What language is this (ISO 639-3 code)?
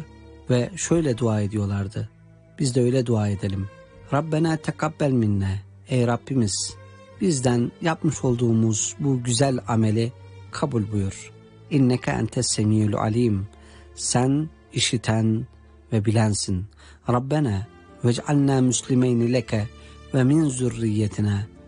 tur